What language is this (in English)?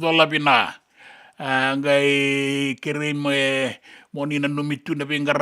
Fijian